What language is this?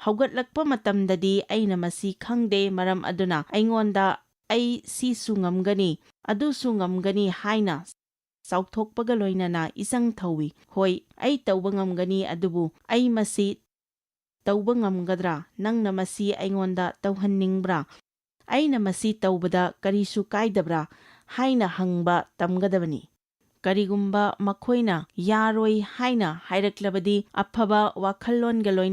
Manipuri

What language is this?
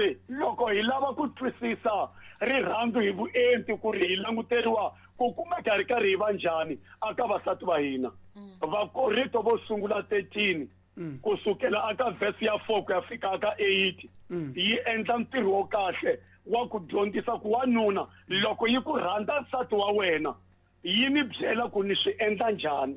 Tsonga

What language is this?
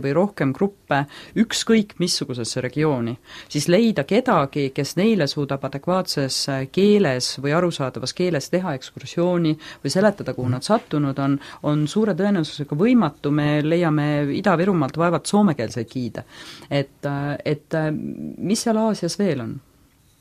Estonian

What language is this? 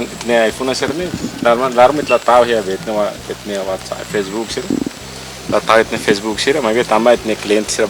Tetum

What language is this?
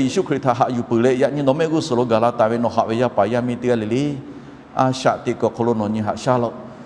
Lahu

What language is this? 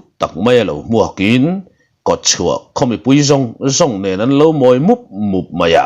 Mizo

